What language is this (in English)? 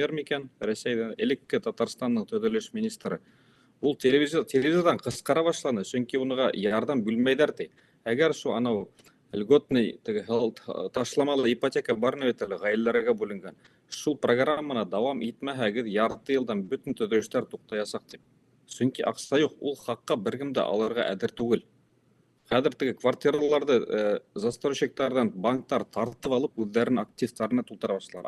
Bashkir